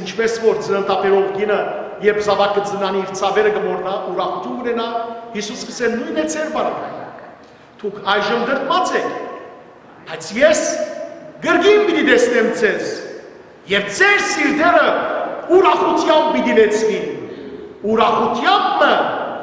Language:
Western Armenian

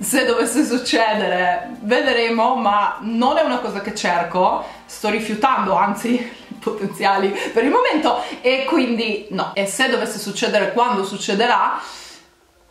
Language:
Italian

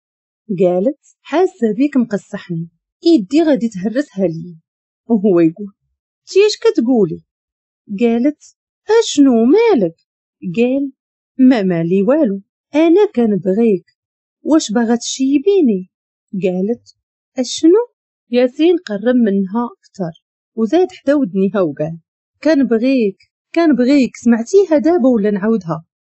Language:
Moroccan Arabic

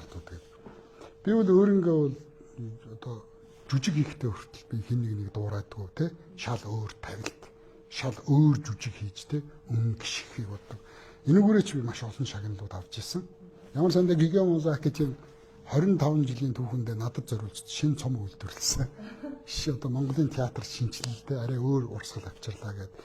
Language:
Mongolian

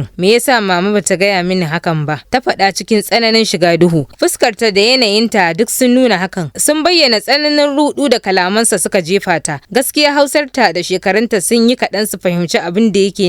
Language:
Hausa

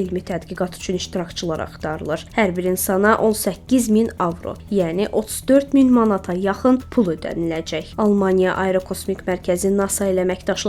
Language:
Azerbaijani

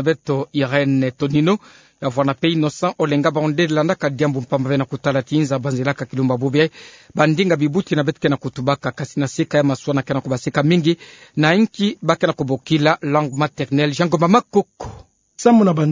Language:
Kituba (Democratic Republic of Congo)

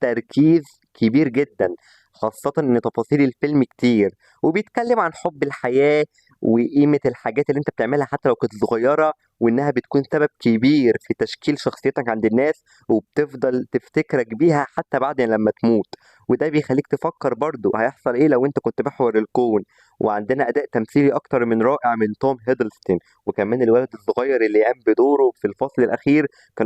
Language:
Egyptian Arabic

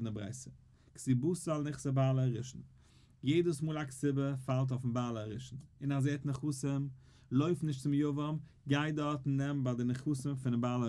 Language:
Yiddish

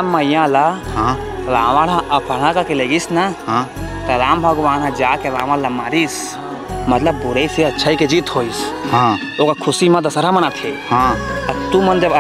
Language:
Chhattisgarhi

